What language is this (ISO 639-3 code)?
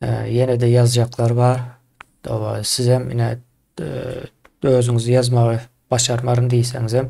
tuk